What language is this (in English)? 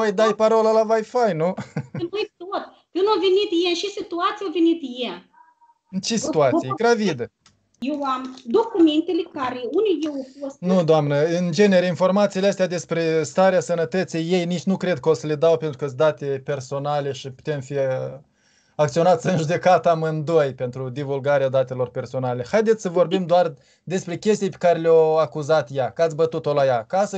Romanian